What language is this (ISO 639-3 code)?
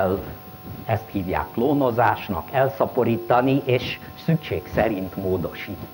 hun